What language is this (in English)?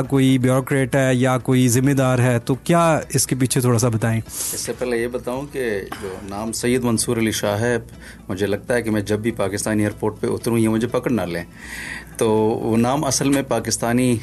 Urdu